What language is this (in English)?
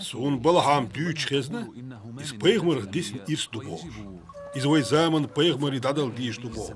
Chechen